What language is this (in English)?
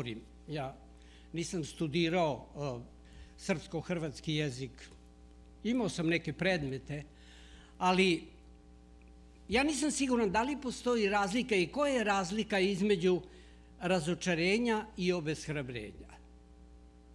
Serbian